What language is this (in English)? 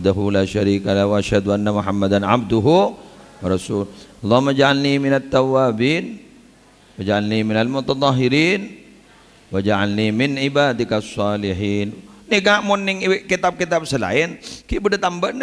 Madurese